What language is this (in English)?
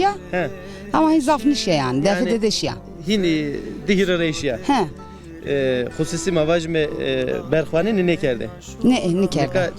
Zaza